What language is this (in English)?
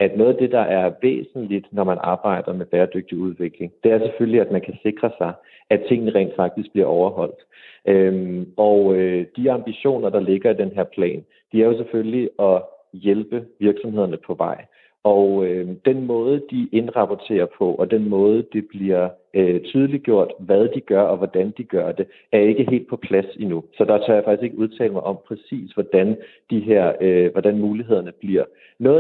Danish